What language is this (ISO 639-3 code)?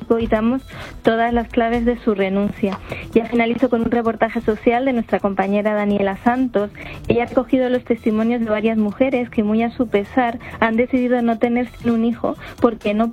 spa